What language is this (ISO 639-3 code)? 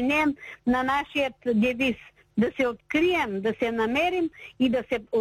bul